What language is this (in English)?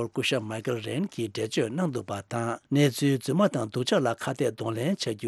Tibetan